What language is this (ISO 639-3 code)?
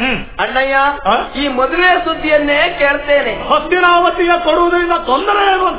kan